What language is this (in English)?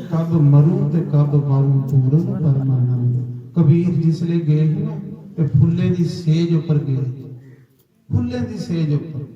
Dogri